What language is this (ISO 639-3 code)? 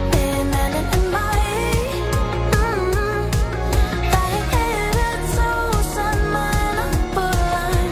dan